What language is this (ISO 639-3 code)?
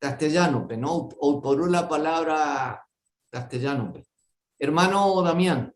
grn